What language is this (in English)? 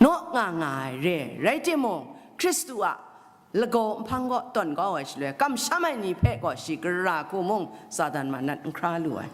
Kachin